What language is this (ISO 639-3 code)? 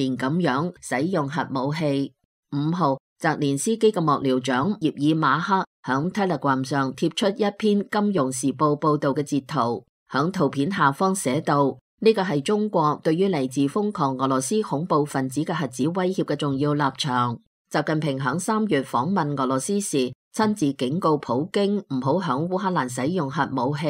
yue